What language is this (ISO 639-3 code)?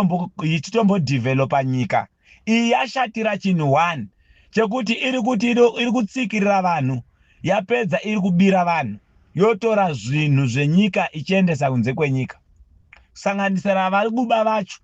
sna